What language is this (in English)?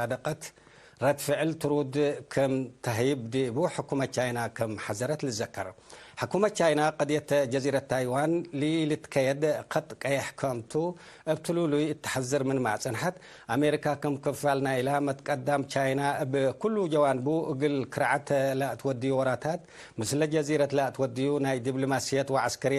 Tigre